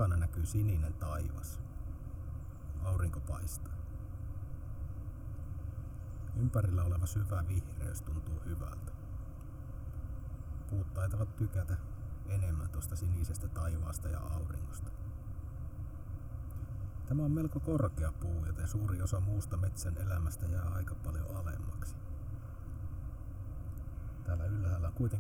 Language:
Finnish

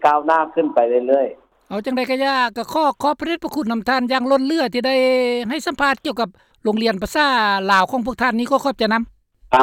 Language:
Lao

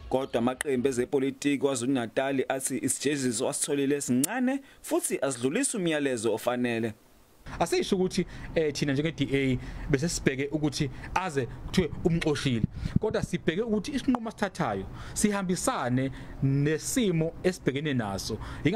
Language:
Zulu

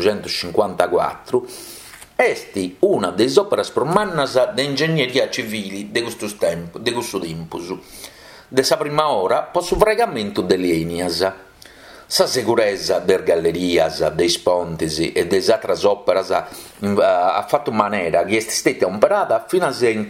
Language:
Sardinian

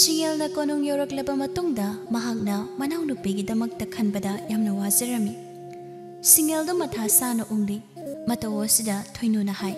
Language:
Manipuri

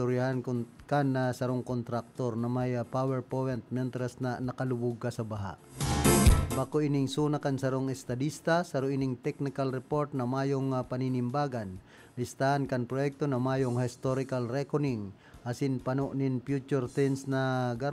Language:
Bikol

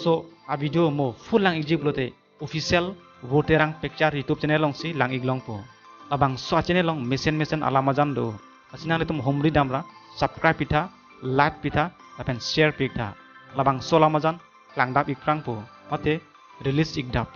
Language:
Karbi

